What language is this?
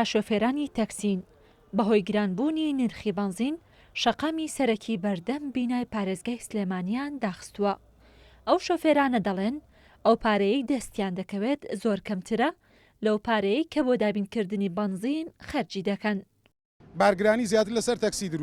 Central Kurdish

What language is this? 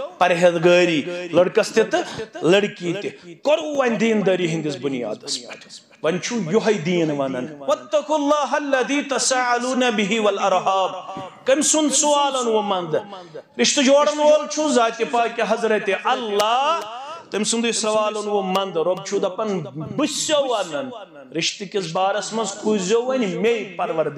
Kashmiri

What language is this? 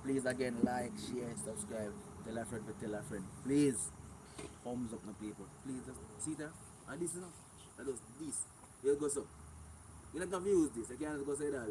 Jamaican Creole English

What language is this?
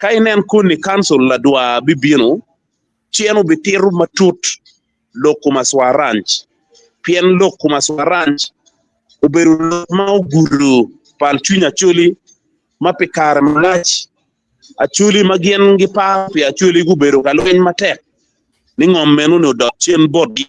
Acoli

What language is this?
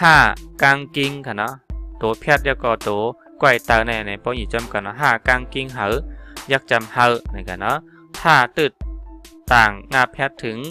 Shan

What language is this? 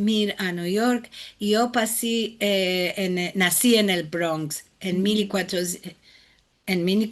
Ladino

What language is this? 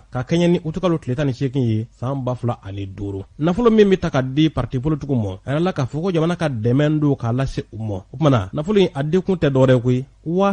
Bambara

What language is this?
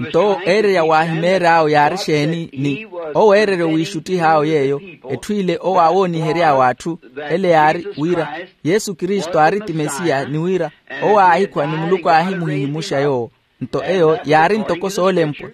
Makhuwa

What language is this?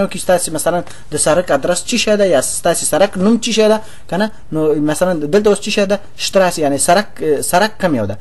Pashto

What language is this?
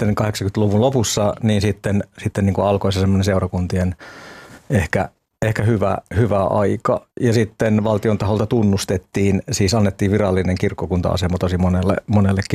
Finnish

